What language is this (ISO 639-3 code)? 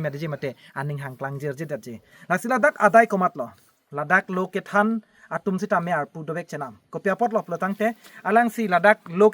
mjw